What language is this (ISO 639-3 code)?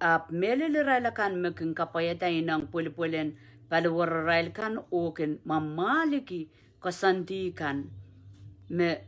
pon